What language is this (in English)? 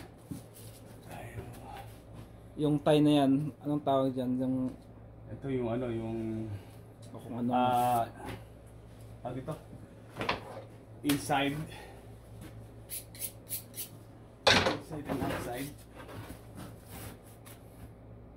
Filipino